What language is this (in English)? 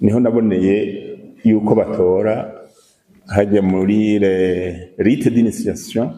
Rundi